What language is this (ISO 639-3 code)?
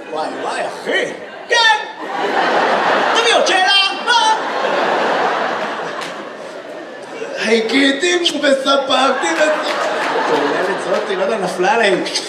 heb